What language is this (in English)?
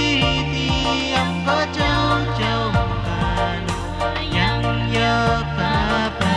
Pohnpeian